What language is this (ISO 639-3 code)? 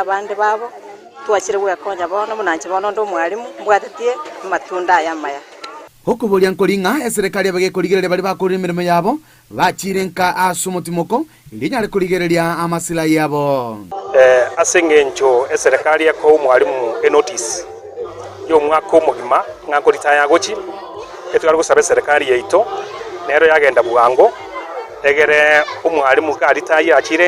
guz